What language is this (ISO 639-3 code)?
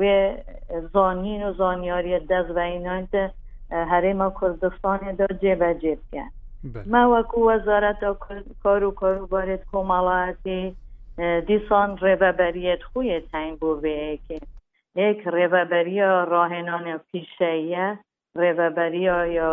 kur